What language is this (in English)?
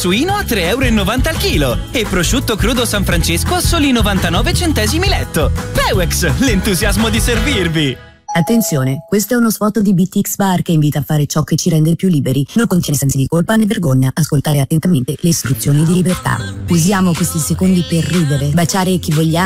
Italian